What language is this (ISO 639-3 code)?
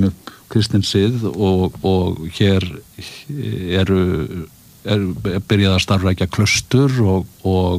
isl